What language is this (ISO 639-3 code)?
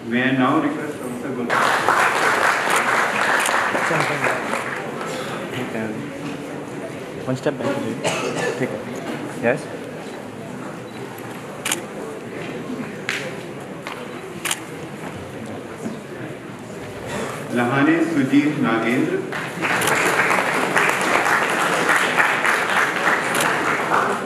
hin